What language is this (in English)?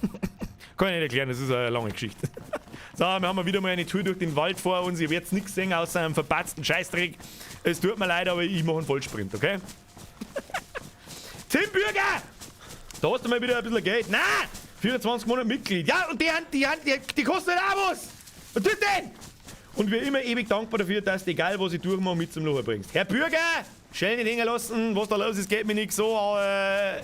Bavarian